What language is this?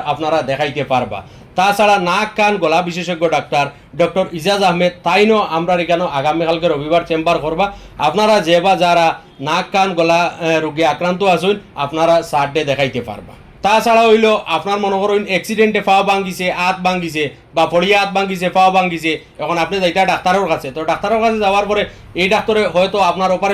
Sylheti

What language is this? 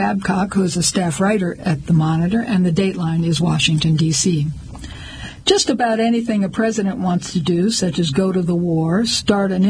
English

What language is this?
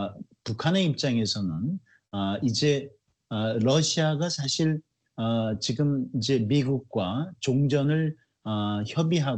Korean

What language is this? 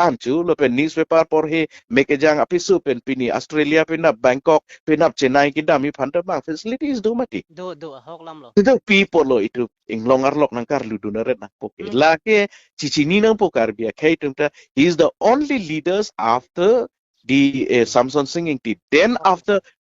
Karbi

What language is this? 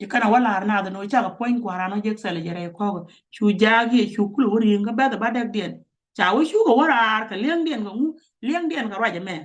Nuer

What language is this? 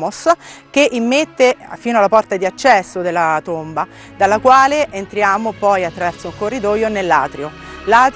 Italian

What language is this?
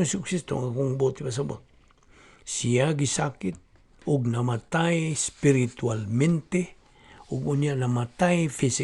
Cebuano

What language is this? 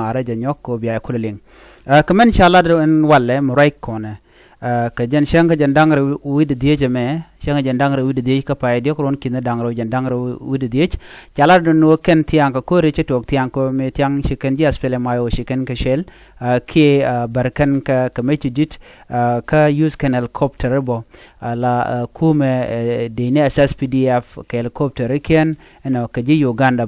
Nuer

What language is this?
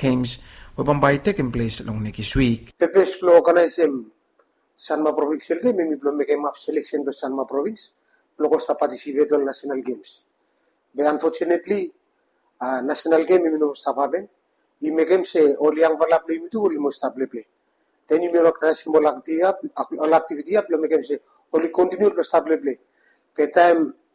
Bislama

